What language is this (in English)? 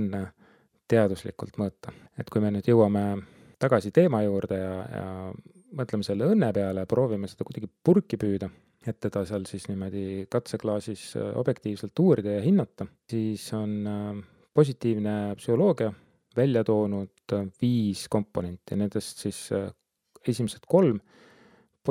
Estonian